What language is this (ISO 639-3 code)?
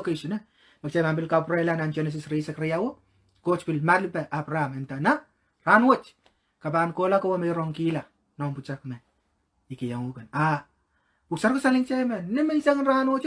pon